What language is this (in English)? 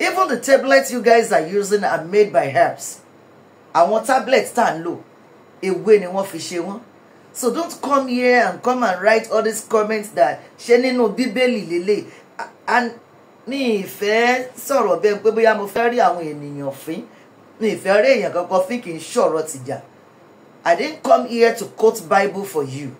Yoruba